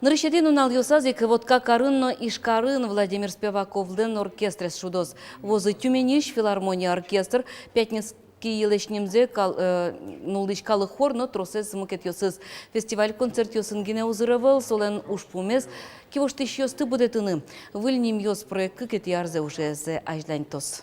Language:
Udmurt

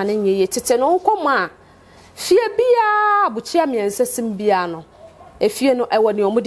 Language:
Akan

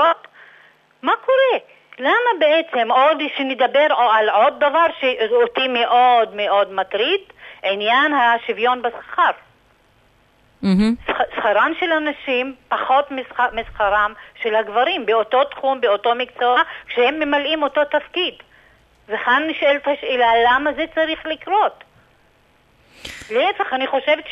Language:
Hebrew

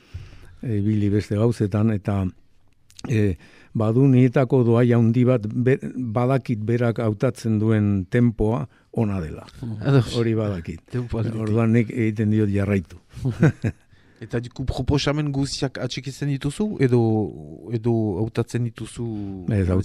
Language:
Basque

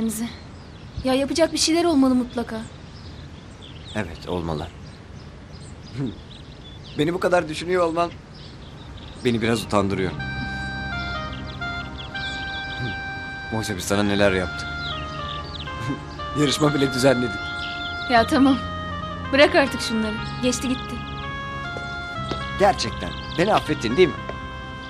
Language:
Turkish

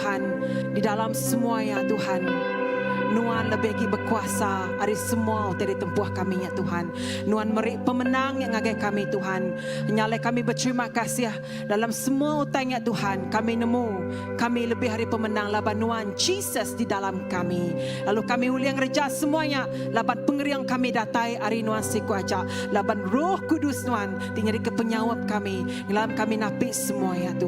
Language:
Iban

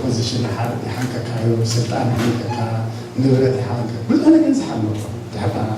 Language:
Tigrinya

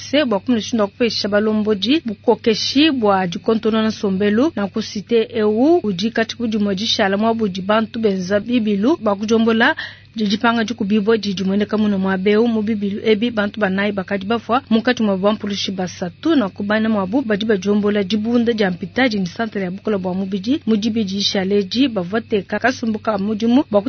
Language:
Luba-Lulua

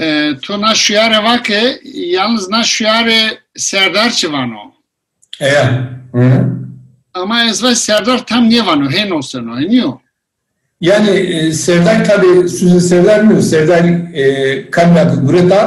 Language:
Zaza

